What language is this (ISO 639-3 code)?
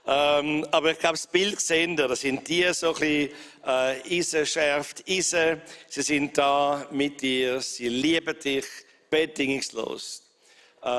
gsw